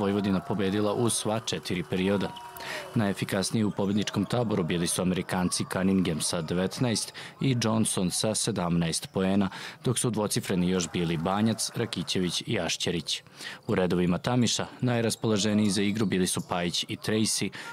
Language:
Serbian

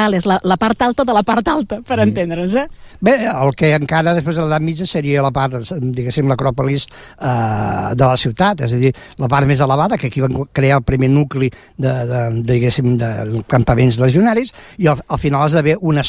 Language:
Catalan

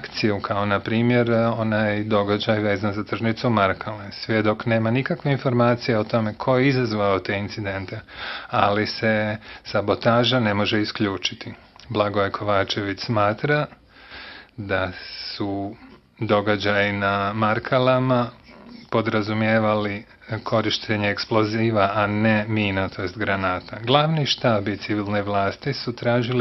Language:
Bosnian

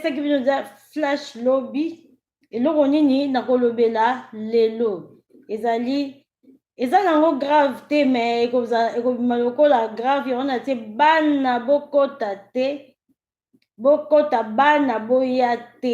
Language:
Lingala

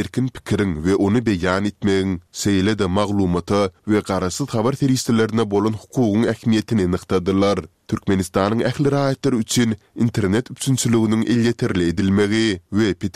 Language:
Turkmen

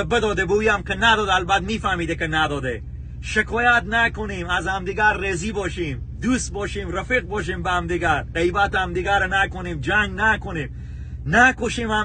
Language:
Tajik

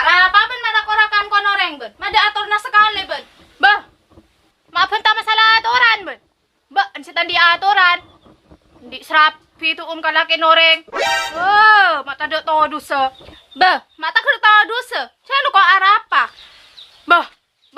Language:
Madurese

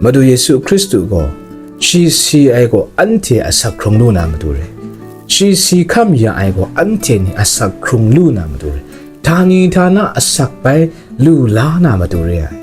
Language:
Kachin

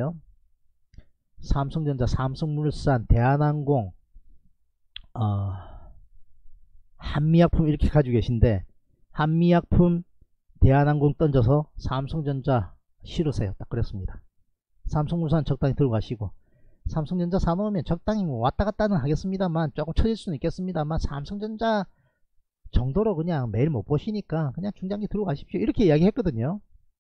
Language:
Korean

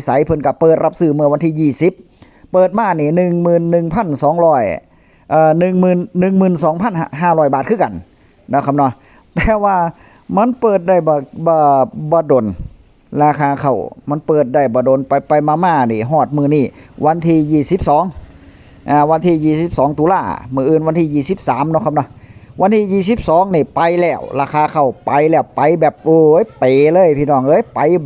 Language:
Northeastern Thai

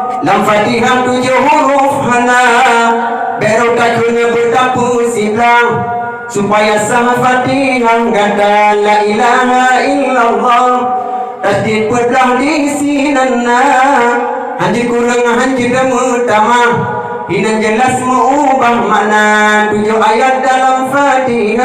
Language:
Achinese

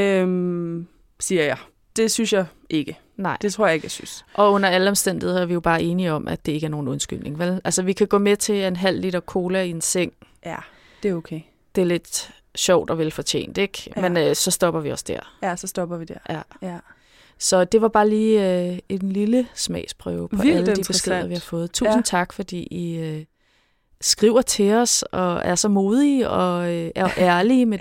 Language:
Danish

